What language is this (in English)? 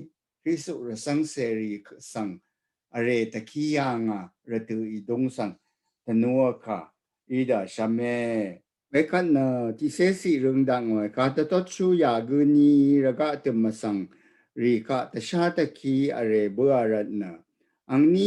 Rawang